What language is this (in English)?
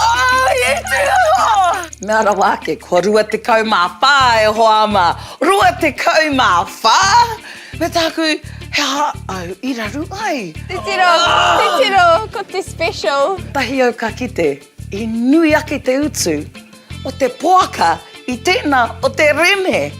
Māori